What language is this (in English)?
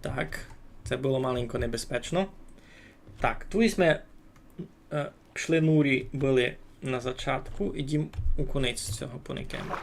Rusyn